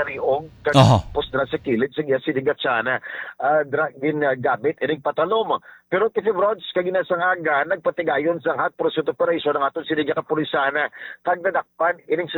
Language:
Hiligaynon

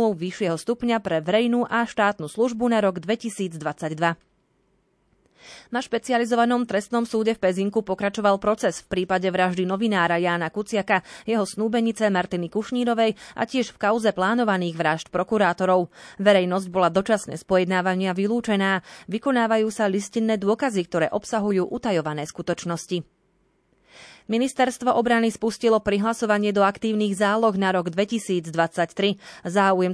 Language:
Slovak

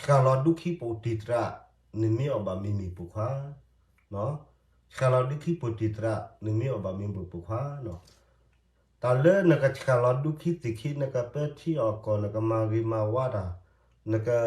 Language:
S'gaw Karen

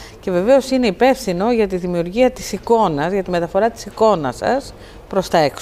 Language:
Greek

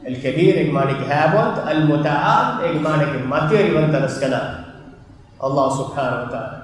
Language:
Divehi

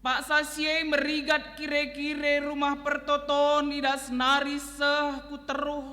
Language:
Batak Karo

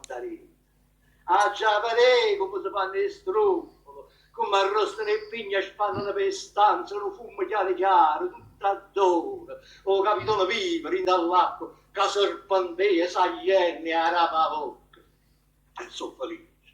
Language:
Neapolitan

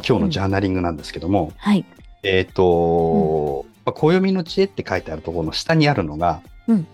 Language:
Japanese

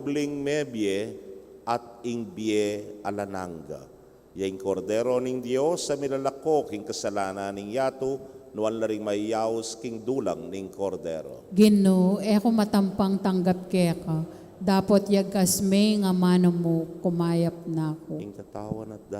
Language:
Pampanga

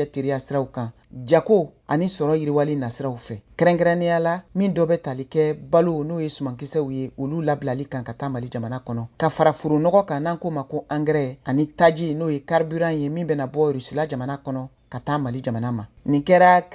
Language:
Bambara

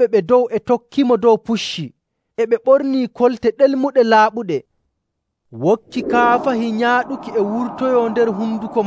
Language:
Nigerian Fulfulde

